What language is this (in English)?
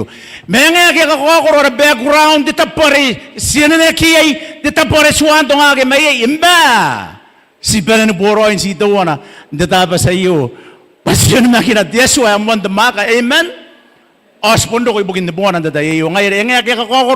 Gilbertese